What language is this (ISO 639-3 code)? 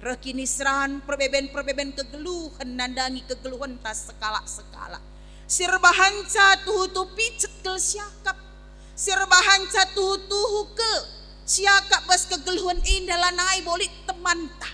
btx